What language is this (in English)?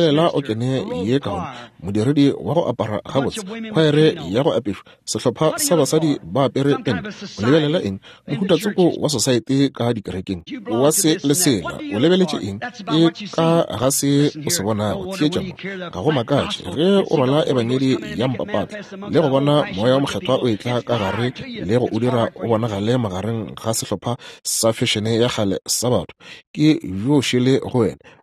Northern Sotho